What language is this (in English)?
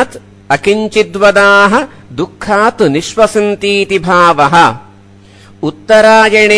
Sanskrit